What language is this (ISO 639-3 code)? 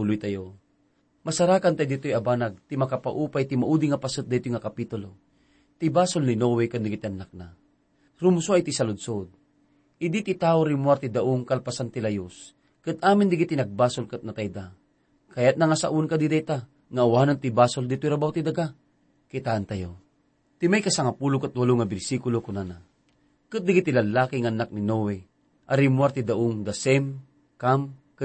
ilo